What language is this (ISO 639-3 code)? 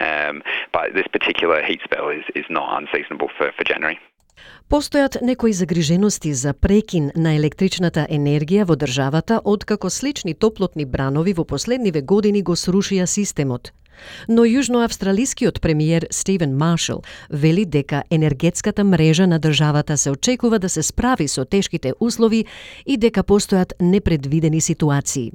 mkd